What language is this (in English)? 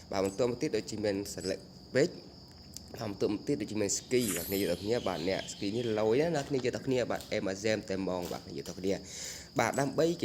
Khmer